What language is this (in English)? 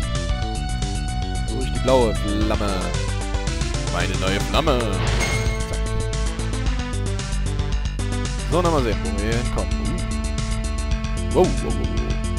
German